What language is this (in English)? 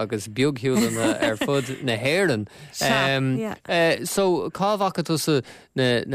Irish